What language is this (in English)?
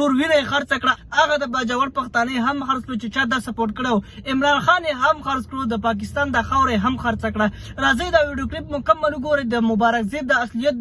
Pashto